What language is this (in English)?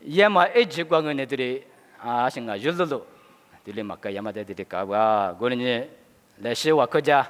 Lisu